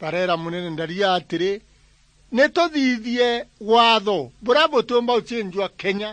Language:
Meru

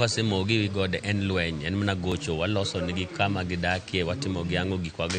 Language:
Luo (Kenya and Tanzania)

